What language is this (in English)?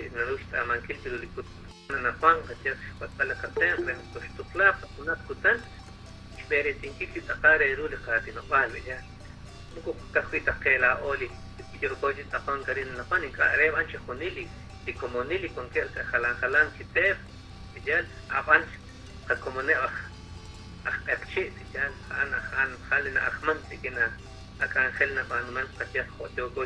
Kekchí